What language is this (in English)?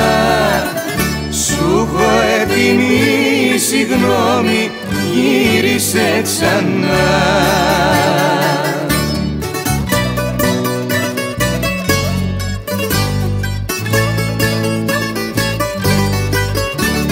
Greek